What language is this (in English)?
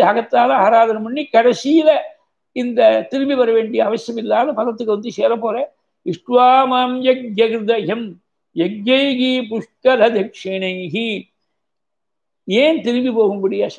Tamil